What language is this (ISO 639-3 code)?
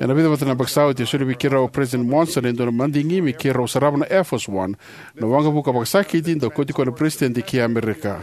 fij